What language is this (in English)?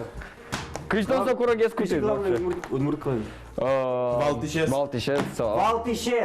Udmurt